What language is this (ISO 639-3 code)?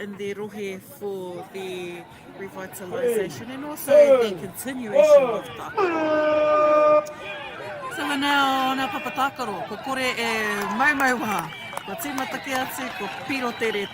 mri